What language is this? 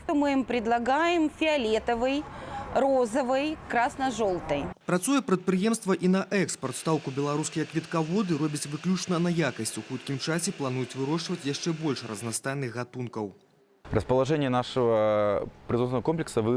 Belarusian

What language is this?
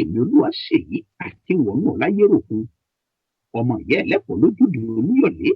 Yoruba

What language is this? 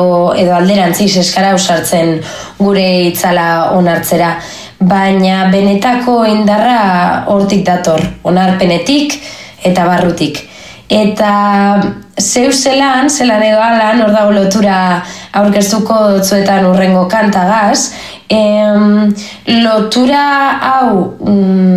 Basque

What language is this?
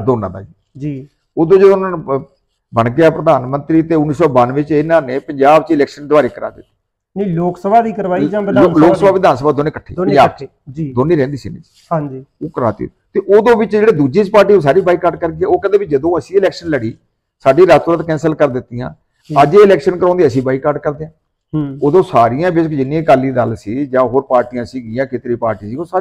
Punjabi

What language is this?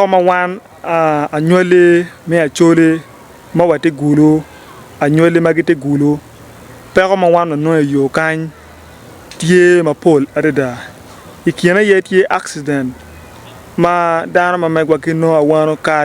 Acoli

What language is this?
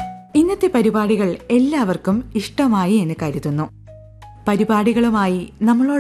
Malayalam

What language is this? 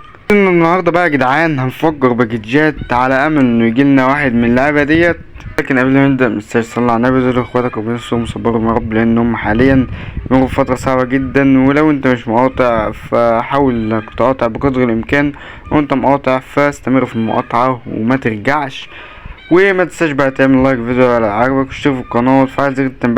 Egyptian Arabic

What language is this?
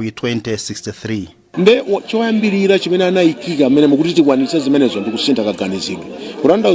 Nyanja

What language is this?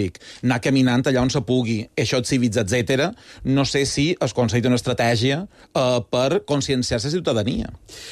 Catalan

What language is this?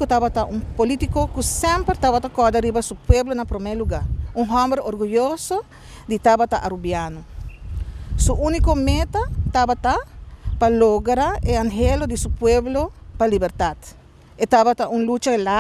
Papiamento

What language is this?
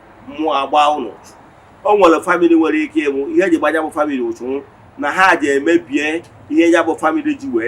Igbo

